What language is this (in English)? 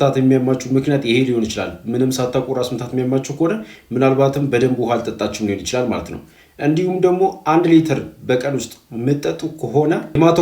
Amharic